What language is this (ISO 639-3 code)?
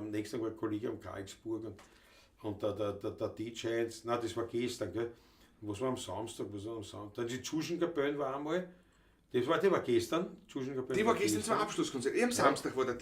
bar